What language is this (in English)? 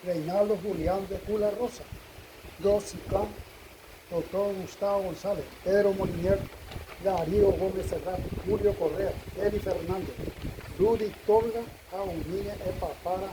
Guarani